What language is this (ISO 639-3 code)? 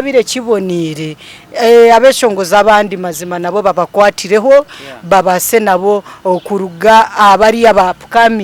nyn